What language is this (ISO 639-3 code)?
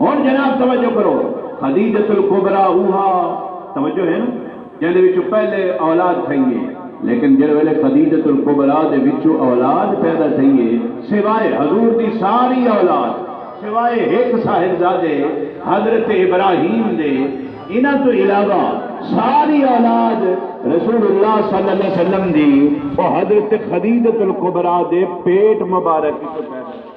skr